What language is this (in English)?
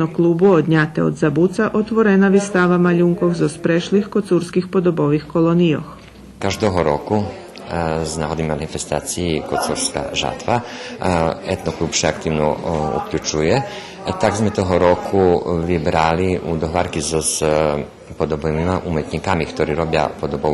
Rusyn